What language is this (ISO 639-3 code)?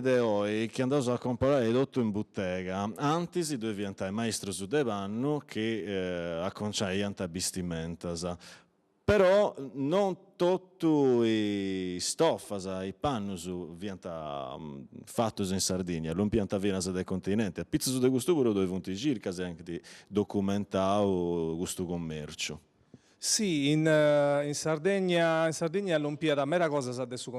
srd